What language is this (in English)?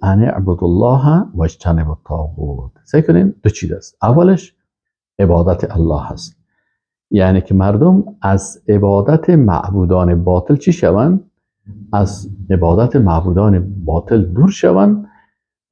Persian